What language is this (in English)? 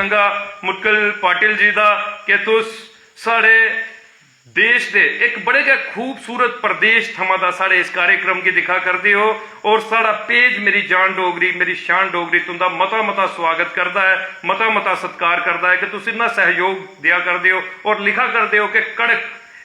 Dogri